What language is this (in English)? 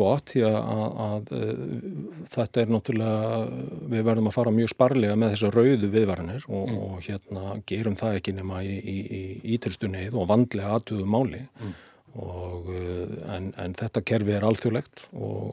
Icelandic